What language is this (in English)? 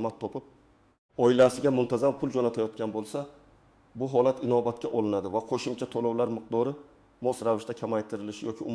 Uzbek